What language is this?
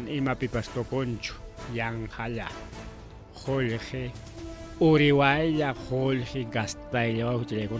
Ayacucho Quechua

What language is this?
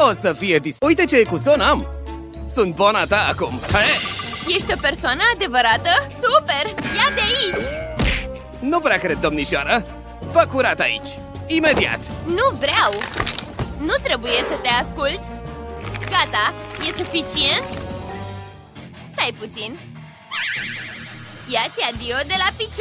Romanian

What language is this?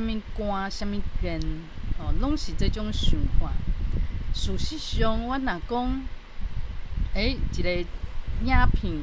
Min Nan Chinese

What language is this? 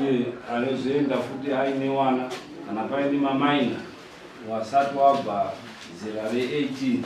Shona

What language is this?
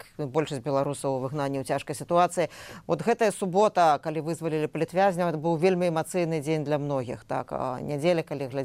Belarusian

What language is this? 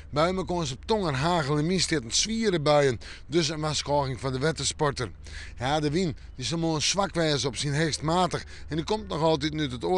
Western Frisian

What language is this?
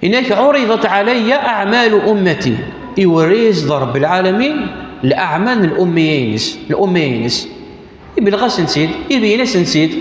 Kabyle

